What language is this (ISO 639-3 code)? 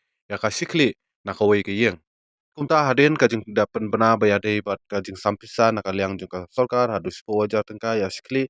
kha